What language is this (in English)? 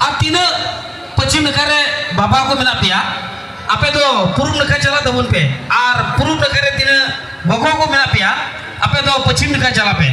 Santali